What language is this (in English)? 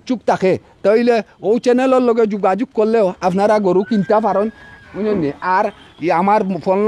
Sylheti